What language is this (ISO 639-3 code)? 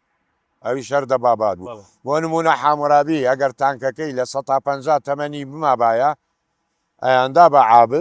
ckb